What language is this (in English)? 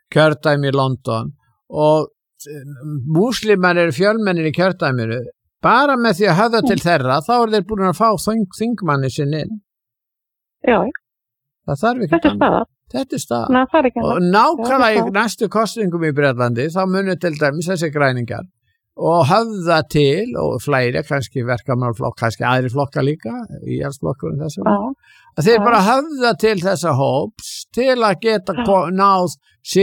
Icelandic